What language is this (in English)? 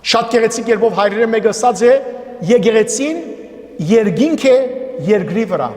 Western Armenian